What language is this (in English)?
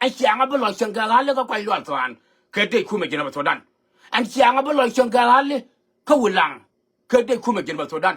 Nuer